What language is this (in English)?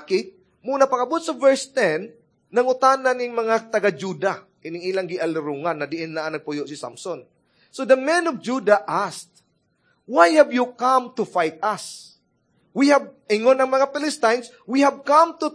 Cebuano